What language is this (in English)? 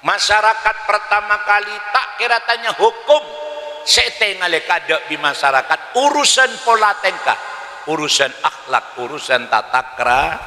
Madurese